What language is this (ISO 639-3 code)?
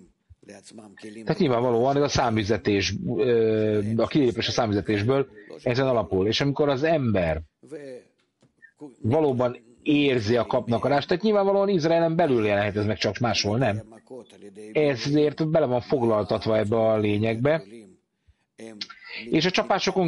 hun